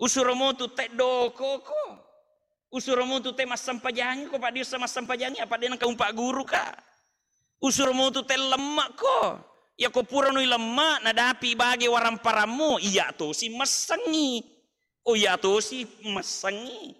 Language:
Buginese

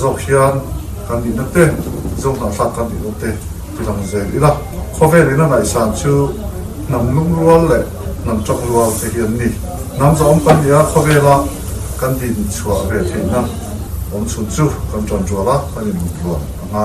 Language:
Mizo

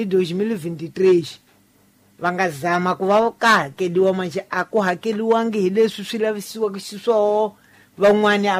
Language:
Tsonga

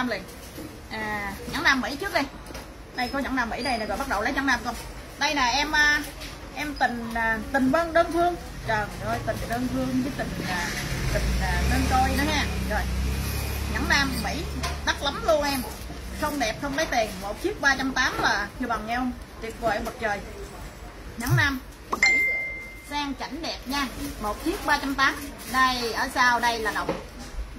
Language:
Vietnamese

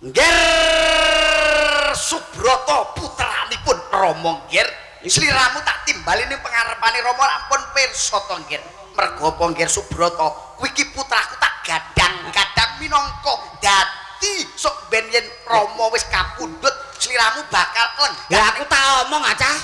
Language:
Javanese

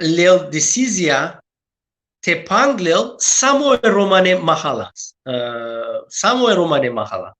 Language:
Balkan Romani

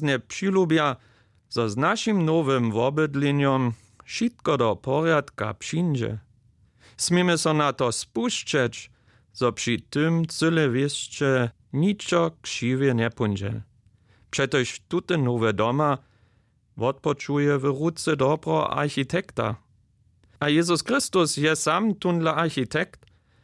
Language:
Upper Sorbian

